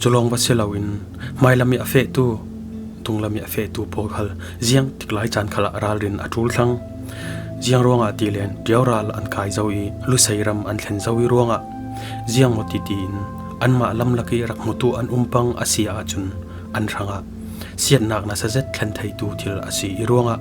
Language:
Falam Chin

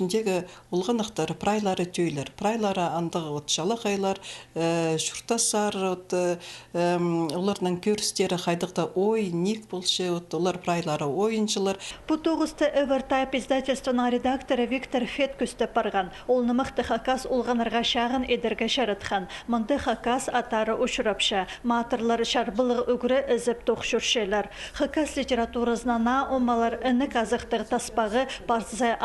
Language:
Khakas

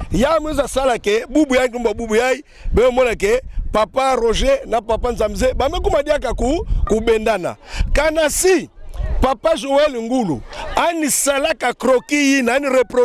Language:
Kituba (Democratic Republic of Congo)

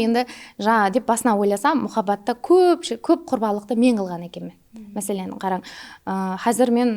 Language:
Kara-Kalpak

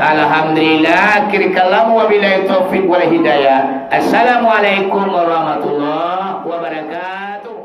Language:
Minangkabau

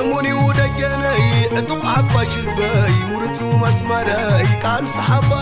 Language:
Tigrinya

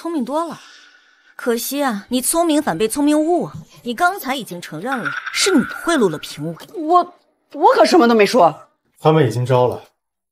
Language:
Chinese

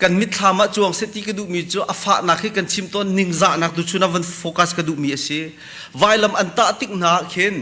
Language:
Hakha Chin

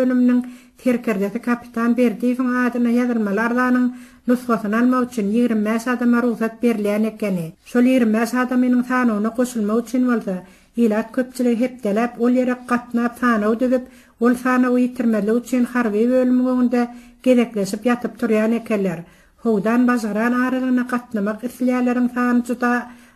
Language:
Turkmen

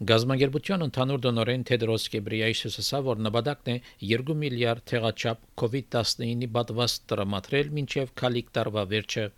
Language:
Armenian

